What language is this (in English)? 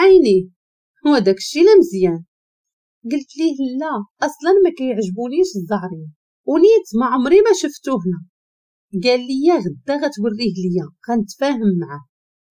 Moroccan Arabic